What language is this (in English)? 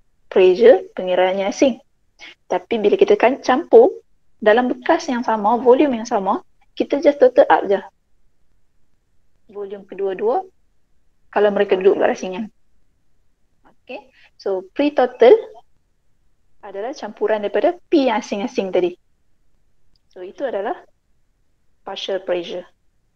Malay